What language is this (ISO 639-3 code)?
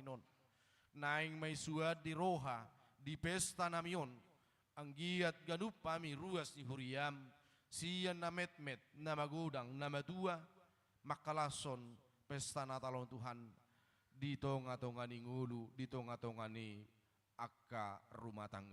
bbc